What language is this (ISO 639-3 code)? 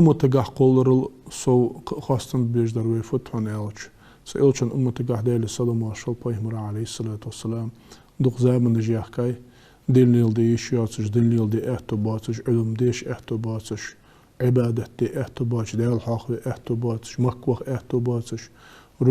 inh